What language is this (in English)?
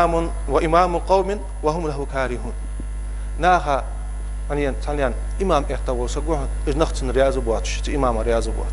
Ingush